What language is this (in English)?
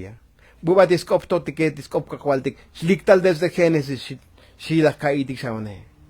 Tzotzil